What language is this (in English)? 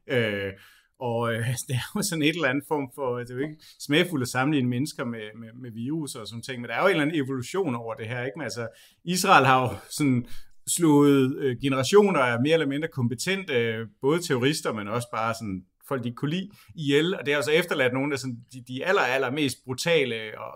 Danish